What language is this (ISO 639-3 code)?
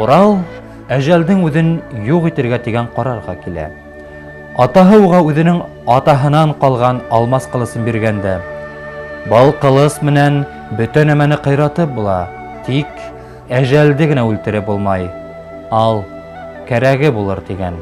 bak